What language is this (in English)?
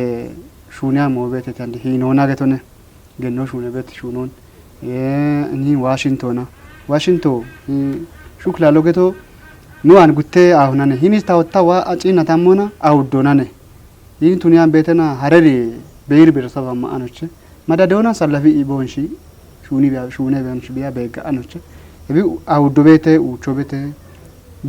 Kafa